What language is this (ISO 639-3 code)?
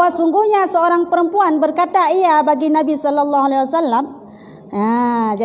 ace